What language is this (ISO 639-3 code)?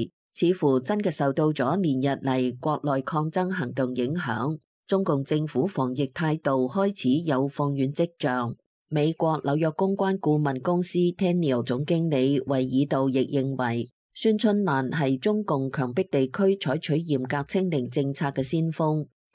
yue